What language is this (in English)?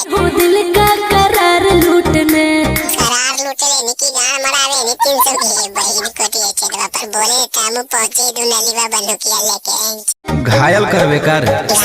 Magahi